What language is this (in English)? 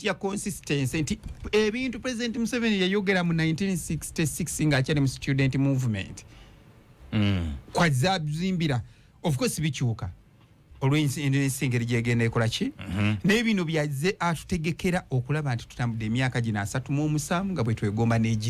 Ganda